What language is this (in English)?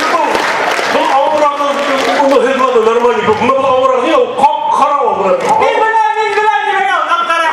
Bashkir